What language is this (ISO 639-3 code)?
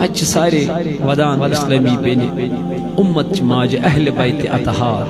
kas